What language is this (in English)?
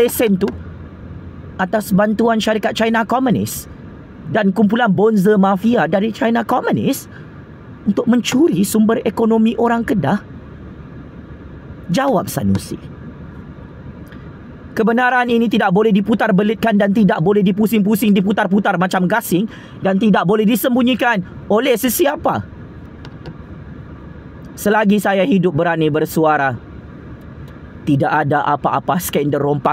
Malay